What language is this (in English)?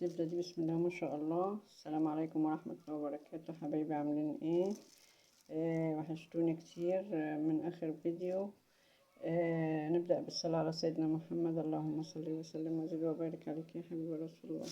Egyptian Arabic